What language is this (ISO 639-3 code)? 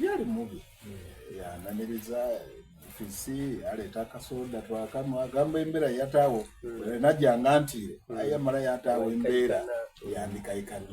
xog